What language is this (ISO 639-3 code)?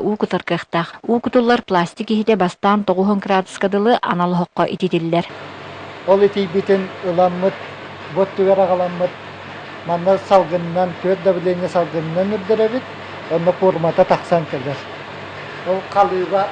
sah